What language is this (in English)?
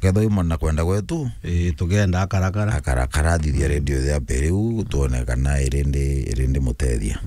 Meru